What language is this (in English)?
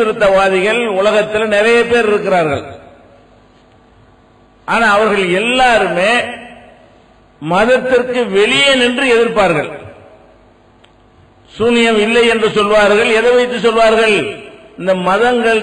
Tamil